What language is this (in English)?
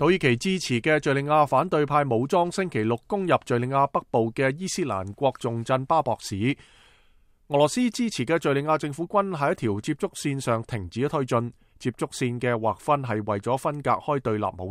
Cantonese